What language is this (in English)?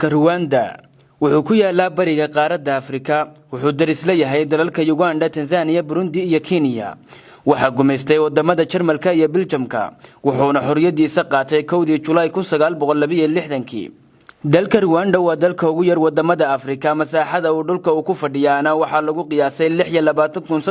Somali